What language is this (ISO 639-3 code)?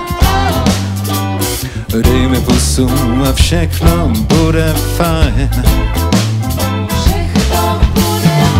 ces